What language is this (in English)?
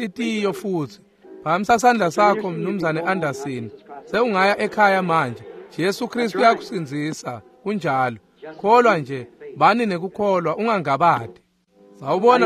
Swati